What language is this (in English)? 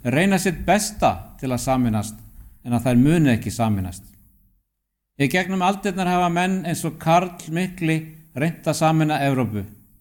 Icelandic